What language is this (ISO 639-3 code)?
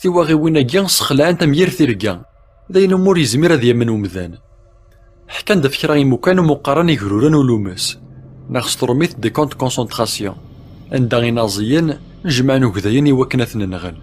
kab